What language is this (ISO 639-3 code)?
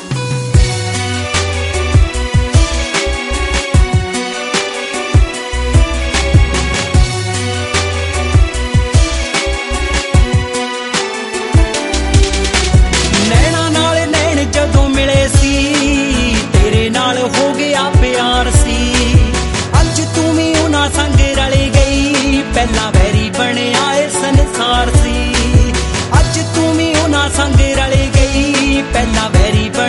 pan